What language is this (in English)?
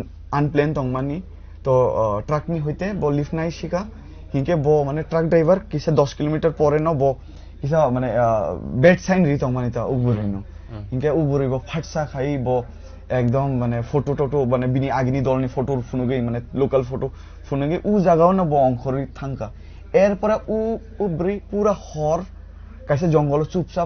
Kok Borok